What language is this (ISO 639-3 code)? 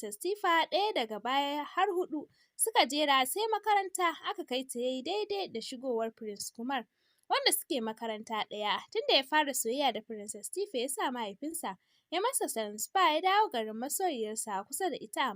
hau